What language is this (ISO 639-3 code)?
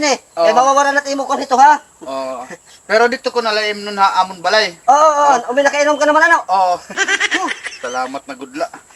war